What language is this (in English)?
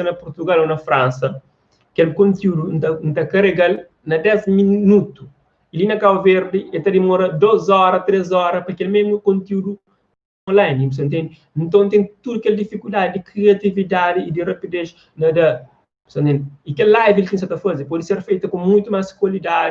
Kabuverdianu